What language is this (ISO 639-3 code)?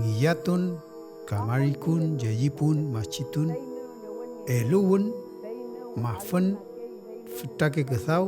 arn